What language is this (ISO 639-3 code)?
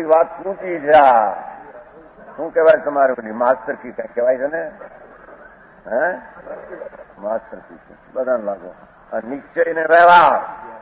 guj